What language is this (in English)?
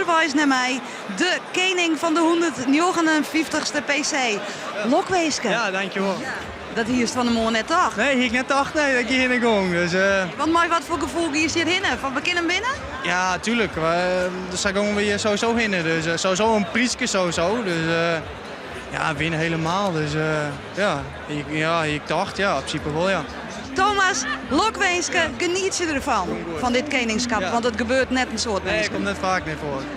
Western Frisian